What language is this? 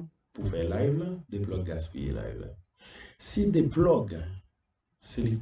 Haitian Creole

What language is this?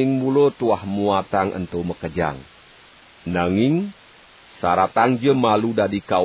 Balinese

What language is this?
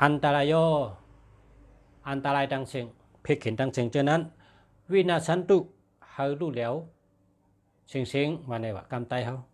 Shan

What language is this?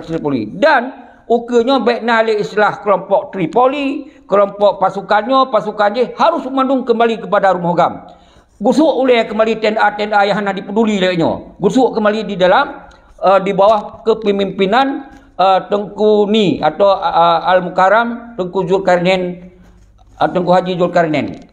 Achinese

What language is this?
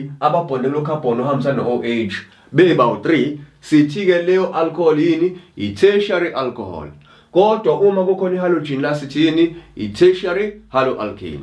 Zulu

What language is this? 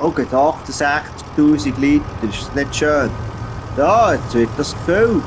Swiss German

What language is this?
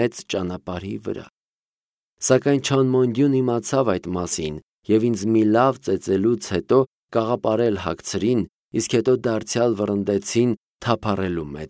Armenian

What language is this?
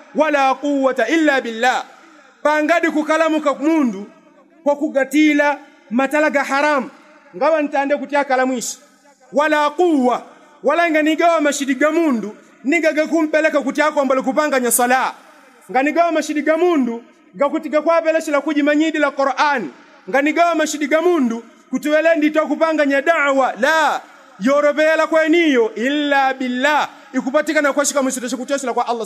Yao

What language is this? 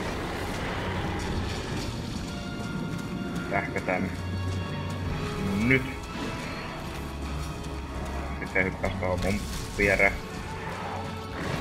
Finnish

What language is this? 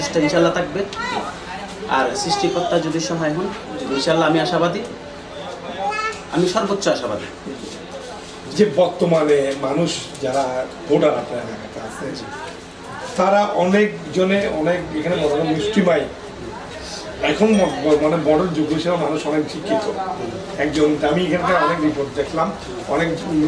Bangla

